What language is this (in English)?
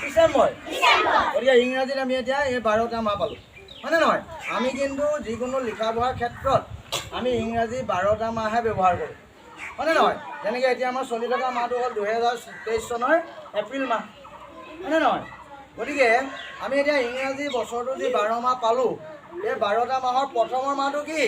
Assamese